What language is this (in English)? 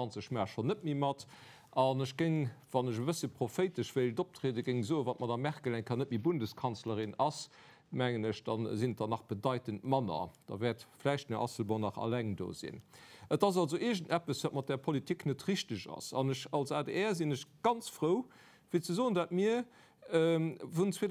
Luxembourgish